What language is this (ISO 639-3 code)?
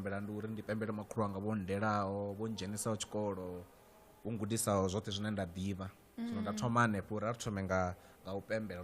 ven